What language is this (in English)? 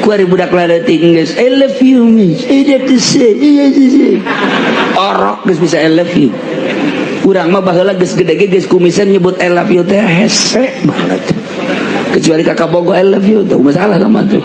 Sundanese